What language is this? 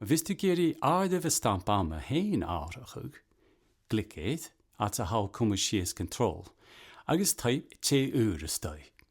Scottish Gaelic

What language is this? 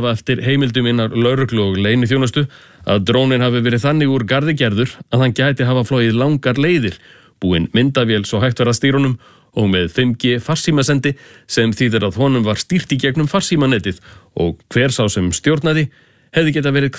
Icelandic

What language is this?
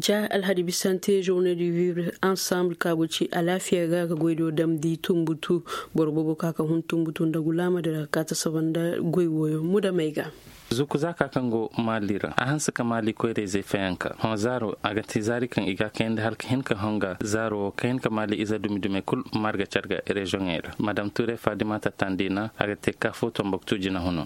Koyraboro Senni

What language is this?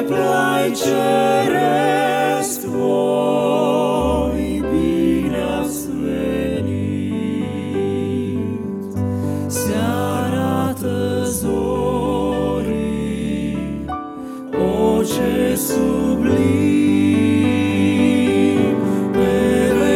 Romanian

